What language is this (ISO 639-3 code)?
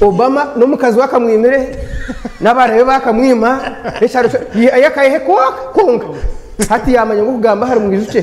nyn